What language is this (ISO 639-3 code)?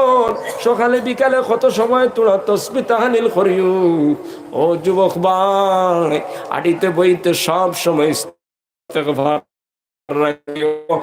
syl